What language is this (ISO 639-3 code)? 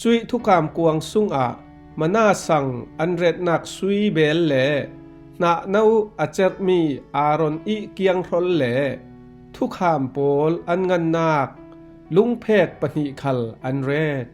cfm